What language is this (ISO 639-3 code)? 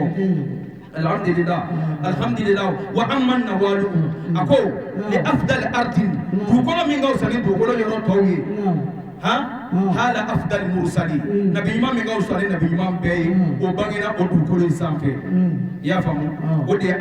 bam